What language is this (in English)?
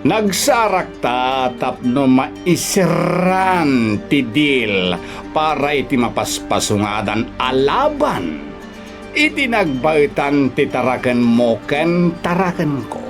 Iloko